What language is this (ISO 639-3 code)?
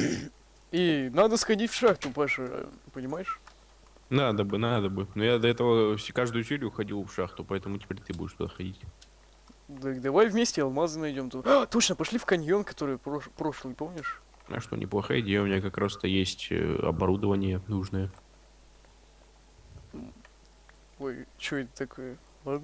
rus